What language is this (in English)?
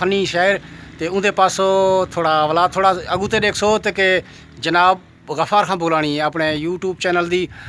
Saraiki